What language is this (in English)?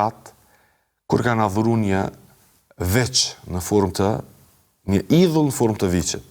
Albanian